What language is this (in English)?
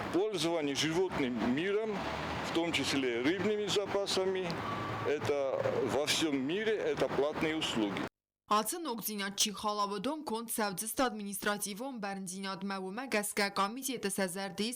Ossetic